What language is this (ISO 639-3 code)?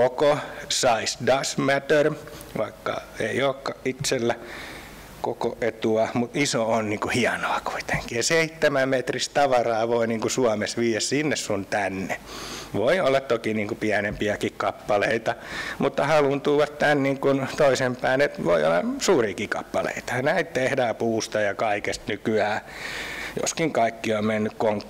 fin